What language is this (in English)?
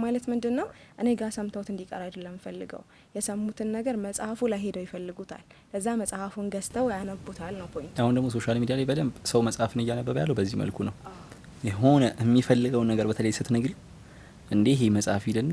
Amharic